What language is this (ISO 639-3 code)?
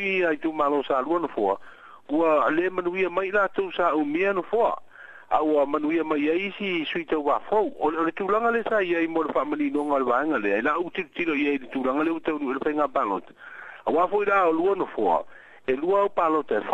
smo